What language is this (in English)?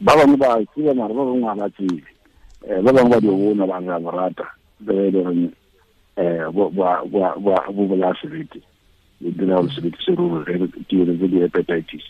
Tswana